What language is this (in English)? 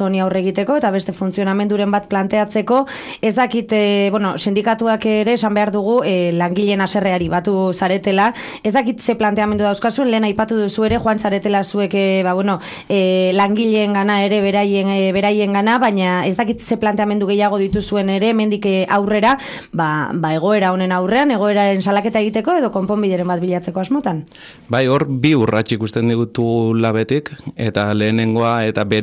Basque